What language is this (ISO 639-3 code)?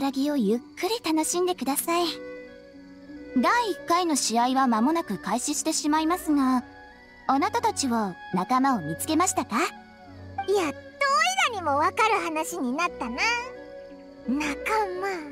jpn